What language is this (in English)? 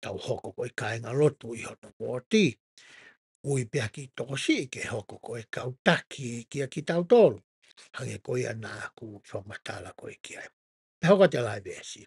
Tongan